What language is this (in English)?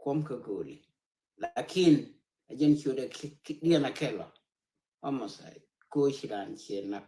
Nuer